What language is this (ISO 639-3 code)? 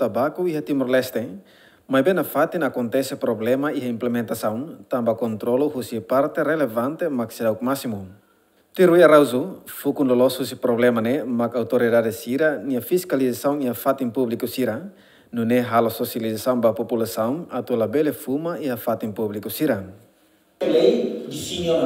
tet